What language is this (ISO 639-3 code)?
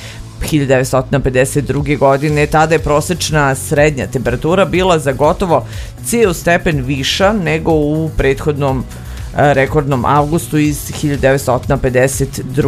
srp